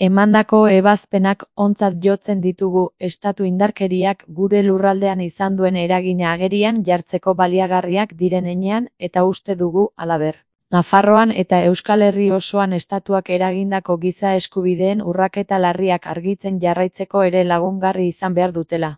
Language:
Basque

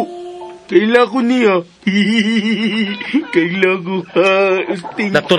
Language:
Cebuano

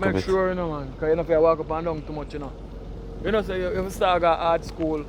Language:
Jamaican Creole English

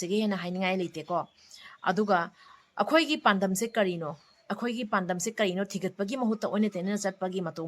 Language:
Manipuri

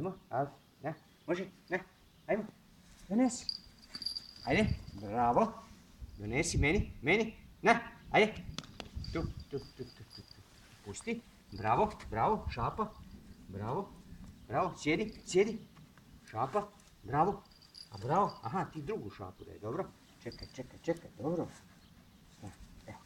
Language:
Slovenian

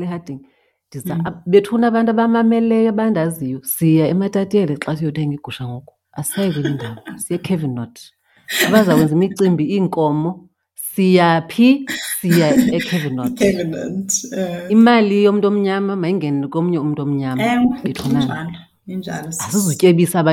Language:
Xhosa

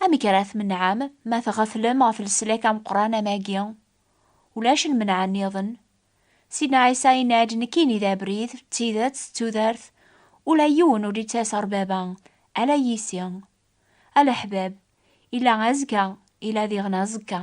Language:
Kabyle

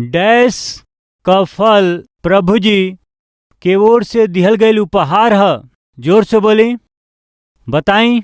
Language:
Bhojpuri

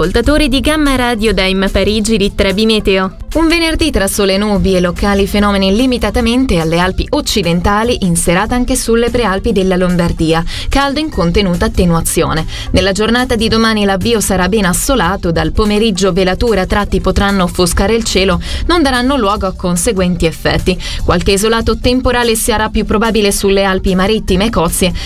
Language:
Italian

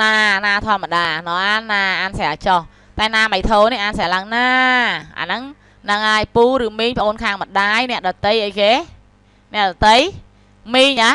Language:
Khmer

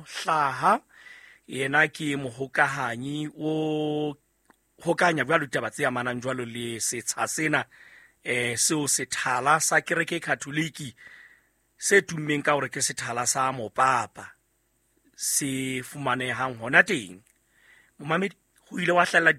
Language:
Southern Sotho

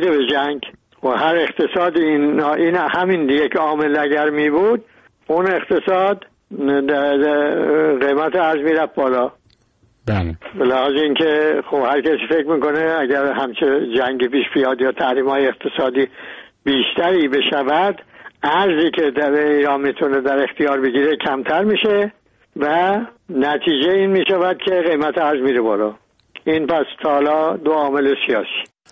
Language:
Persian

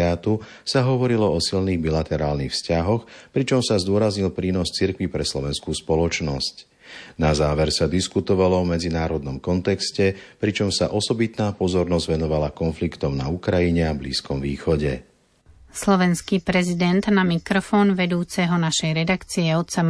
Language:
Slovak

